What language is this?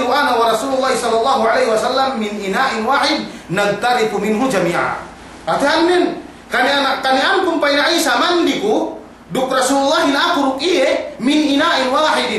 Yakan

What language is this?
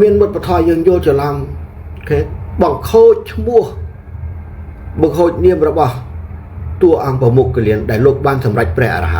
Khmer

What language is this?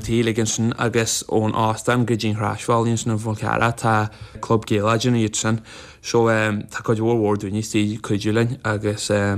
Irish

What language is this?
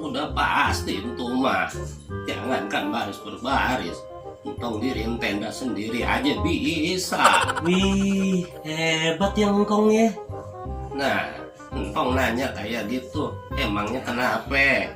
Betawi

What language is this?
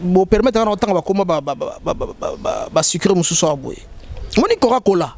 Lingala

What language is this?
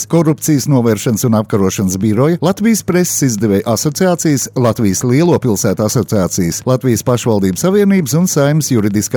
Latvian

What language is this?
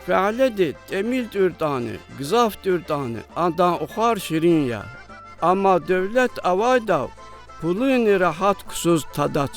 Lezghian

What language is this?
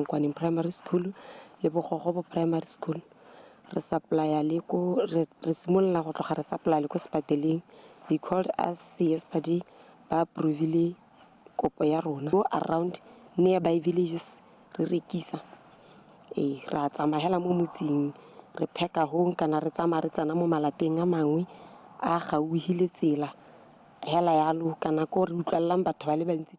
Tswana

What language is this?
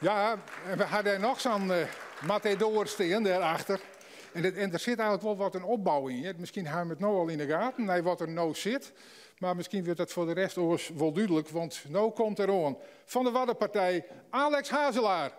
Western Frisian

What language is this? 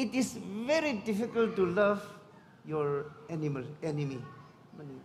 Tangkhul Naga (India)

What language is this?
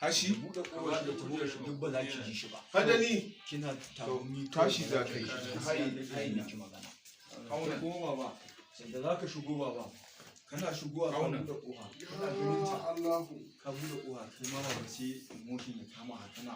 Hausa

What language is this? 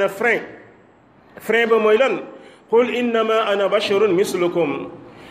Wolof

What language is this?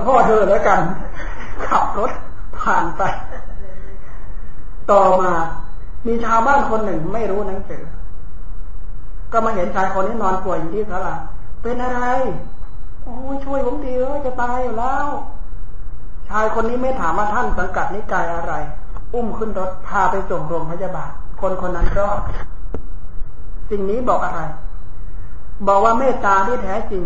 Thai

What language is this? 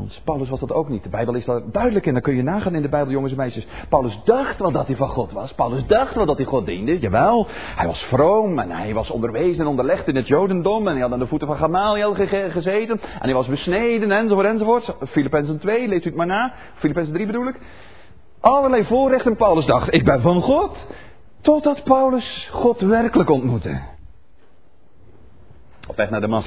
Dutch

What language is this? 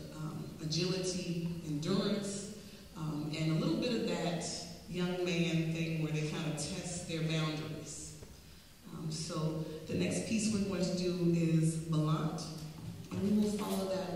English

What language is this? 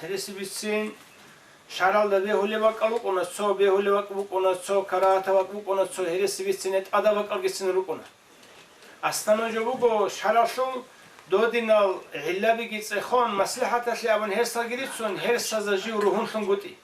Avaric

